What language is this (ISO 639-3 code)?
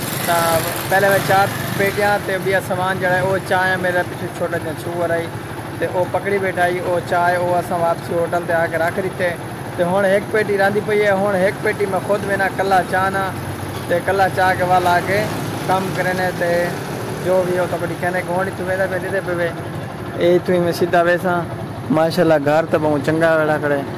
skr